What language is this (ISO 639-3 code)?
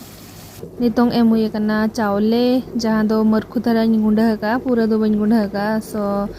sat